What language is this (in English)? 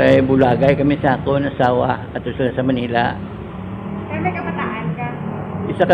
Hiligaynon